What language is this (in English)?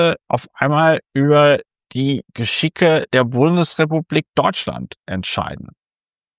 German